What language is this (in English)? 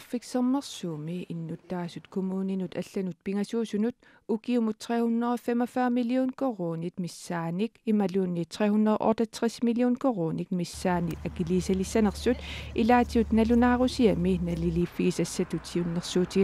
Kalaallisut